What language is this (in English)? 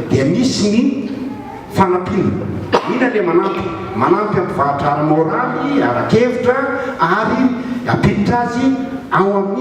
Malagasy